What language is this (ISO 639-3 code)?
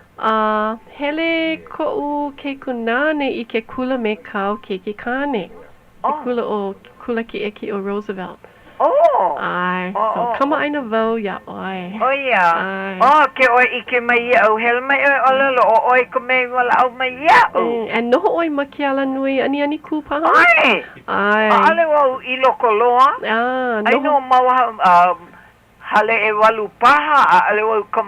haw